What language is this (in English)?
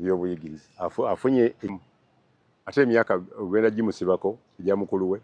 Ganda